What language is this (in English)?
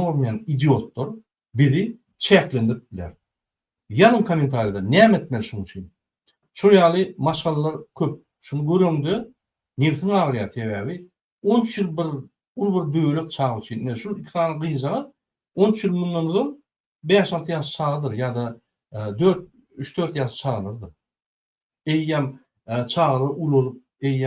Turkmen